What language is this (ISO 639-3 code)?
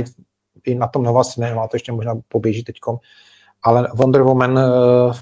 ces